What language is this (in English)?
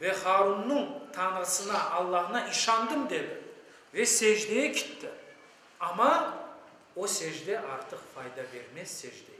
Crimean Tatar